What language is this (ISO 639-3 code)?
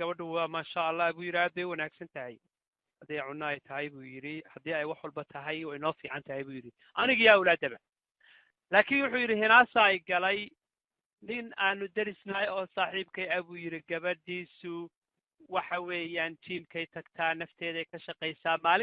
som